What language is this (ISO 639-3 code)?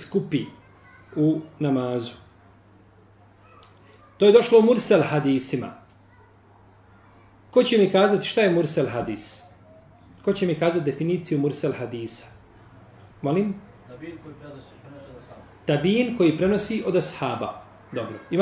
bos